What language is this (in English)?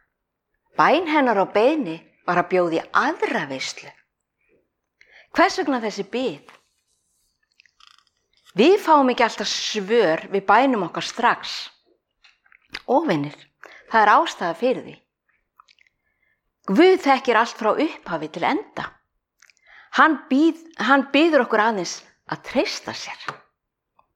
Icelandic